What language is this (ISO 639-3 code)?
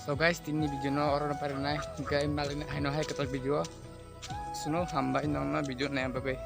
trp